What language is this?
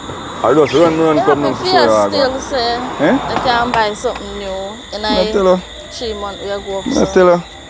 Jamaican Creole English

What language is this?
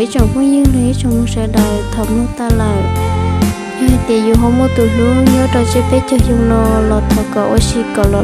Hmong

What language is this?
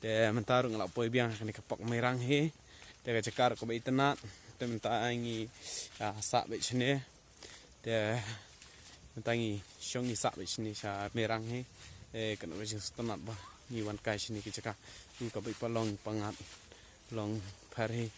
Khasi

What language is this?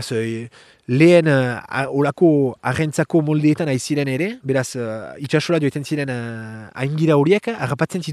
Basque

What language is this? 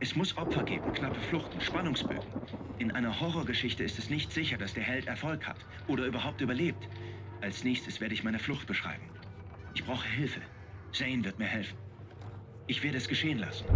Bavarian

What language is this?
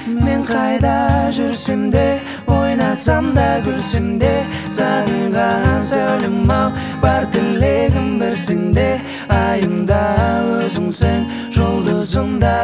Kazakh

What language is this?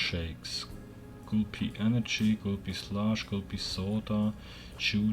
Swiss German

